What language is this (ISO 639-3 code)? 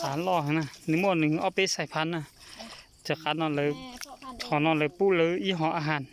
hmn